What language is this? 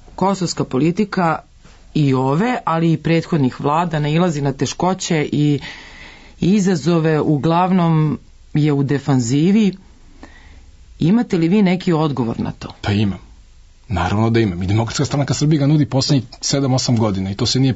Serbian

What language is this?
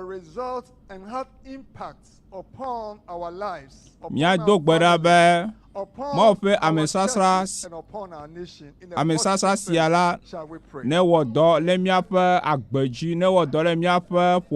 Ewe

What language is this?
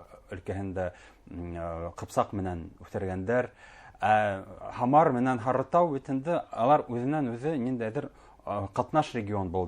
Bashkir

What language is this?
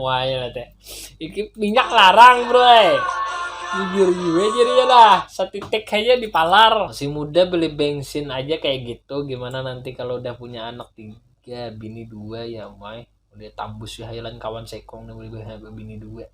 Banjar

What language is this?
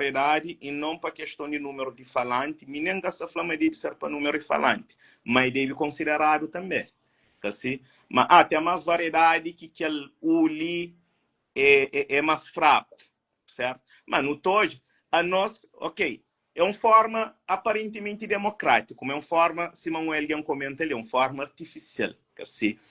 Kabuverdianu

